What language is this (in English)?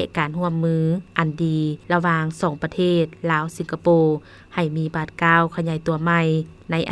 Lao